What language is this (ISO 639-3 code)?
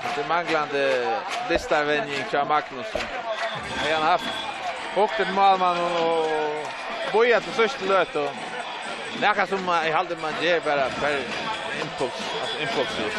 fao